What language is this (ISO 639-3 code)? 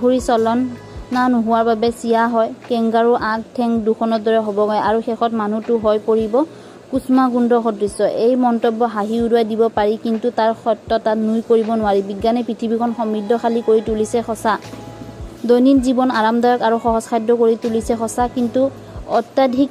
asm